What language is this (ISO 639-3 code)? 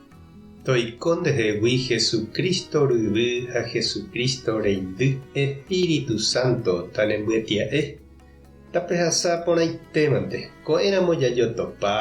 grn